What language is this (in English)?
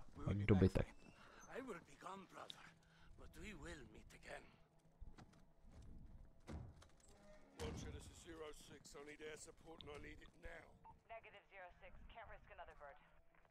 Czech